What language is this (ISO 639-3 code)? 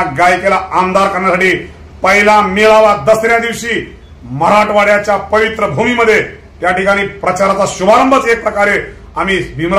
mar